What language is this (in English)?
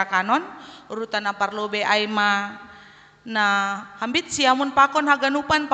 Batak Simalungun